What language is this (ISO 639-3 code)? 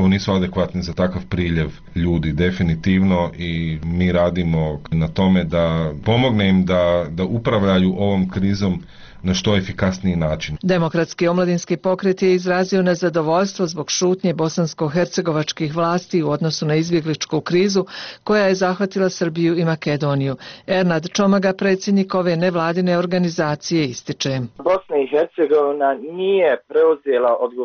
bos